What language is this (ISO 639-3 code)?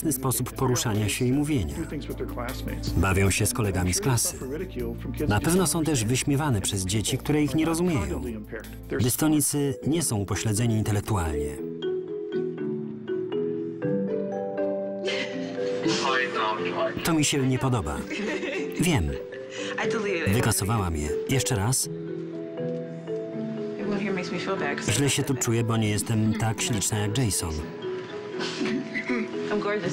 pol